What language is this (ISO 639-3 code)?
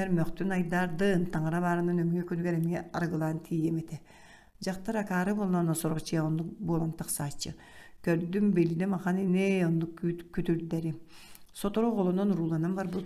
sah